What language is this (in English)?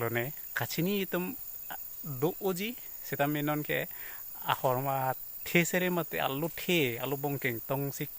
Karbi